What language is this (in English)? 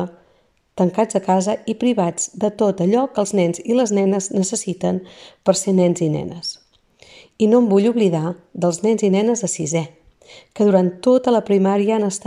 Catalan